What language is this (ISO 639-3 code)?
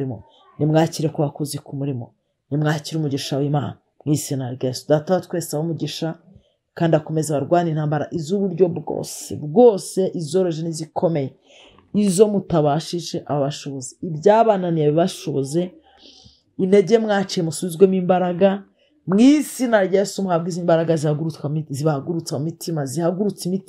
kin